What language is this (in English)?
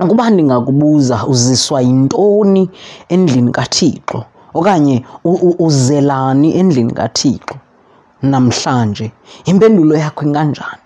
Xhosa